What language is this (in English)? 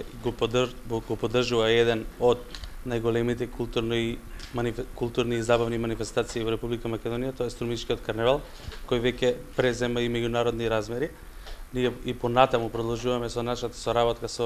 Macedonian